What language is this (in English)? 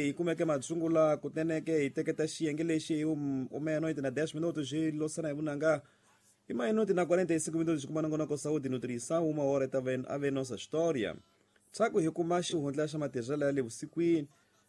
Tsonga